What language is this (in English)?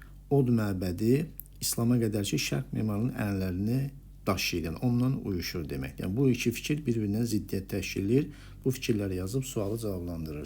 Azerbaijani